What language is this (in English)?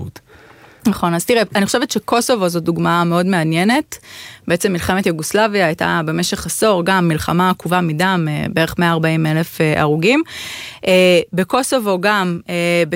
Hebrew